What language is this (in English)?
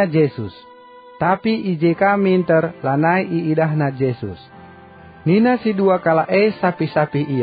Batak Karo